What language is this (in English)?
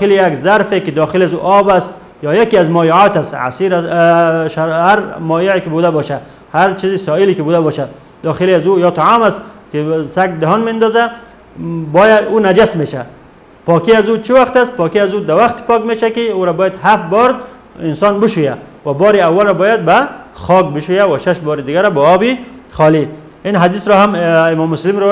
Persian